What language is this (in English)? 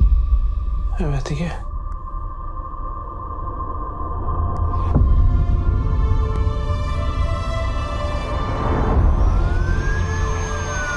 Norwegian